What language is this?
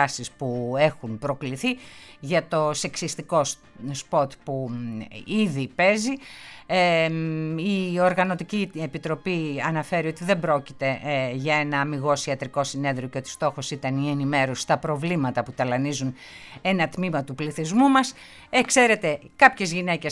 Greek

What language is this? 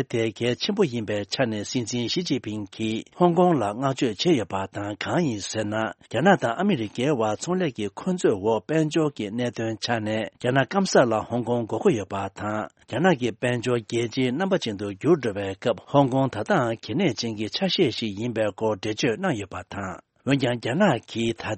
Tibetan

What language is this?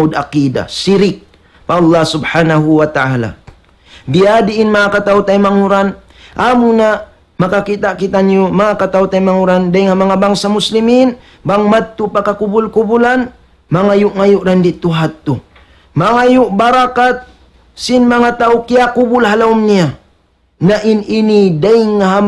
Tausug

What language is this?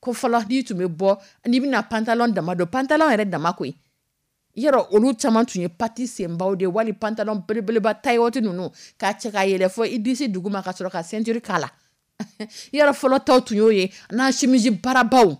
Dyula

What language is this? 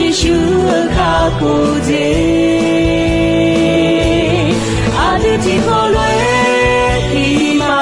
Akha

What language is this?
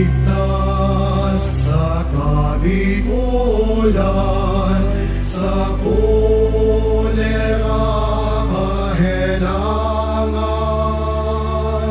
Bikol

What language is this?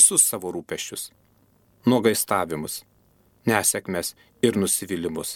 Lithuanian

